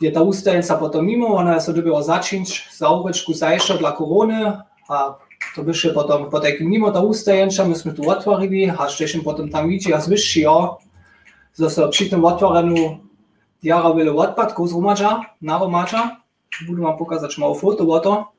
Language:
Upper Sorbian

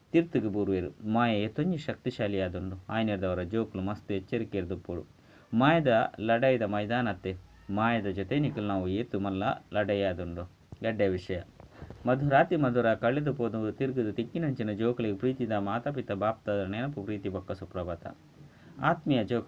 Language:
Tulu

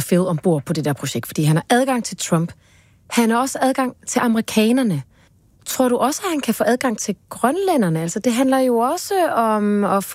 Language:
Danish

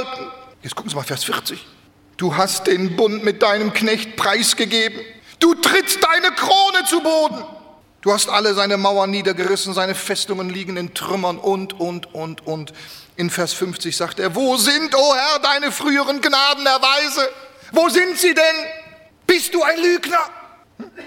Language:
German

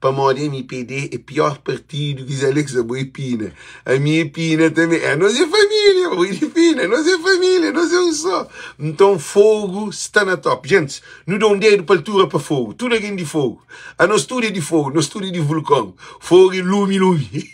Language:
Kabuverdianu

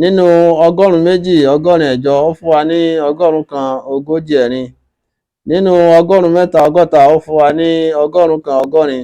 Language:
Yoruba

